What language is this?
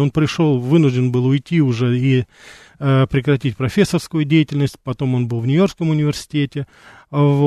Russian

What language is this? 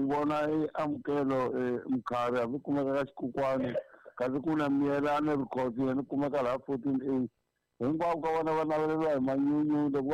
Tsonga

